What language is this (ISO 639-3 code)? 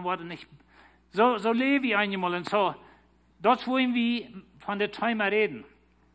pdt